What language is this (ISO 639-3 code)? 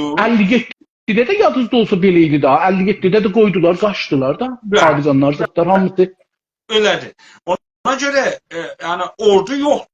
azb